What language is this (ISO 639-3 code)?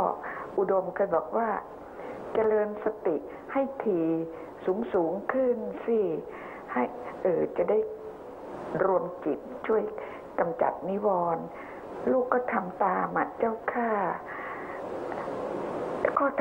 tha